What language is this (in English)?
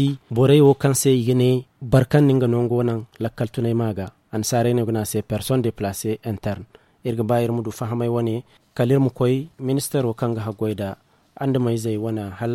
Zarma